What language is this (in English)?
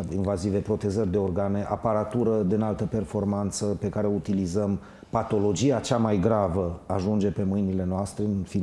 Romanian